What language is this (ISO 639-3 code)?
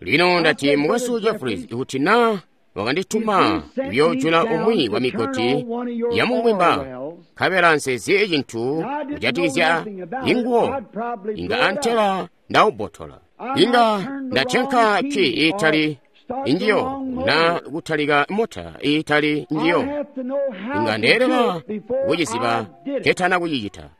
toi